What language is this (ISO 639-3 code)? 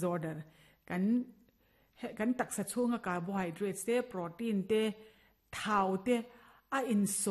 lus